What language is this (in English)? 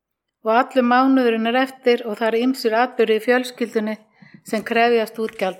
Icelandic